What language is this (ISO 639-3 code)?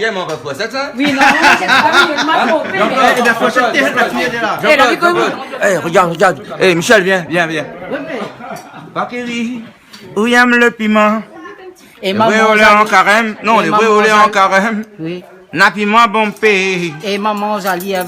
rcf